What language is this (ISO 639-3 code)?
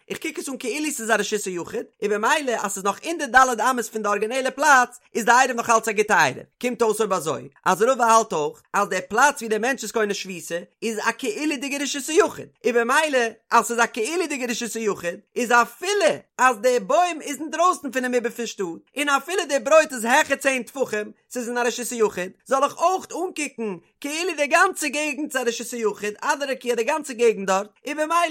yid